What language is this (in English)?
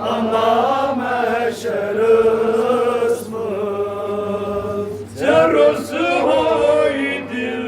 Kashmiri